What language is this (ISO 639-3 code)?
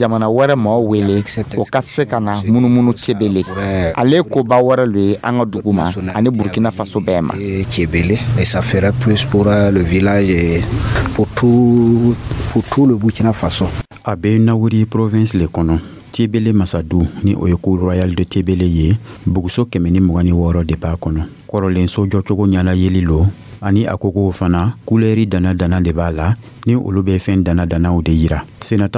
dyu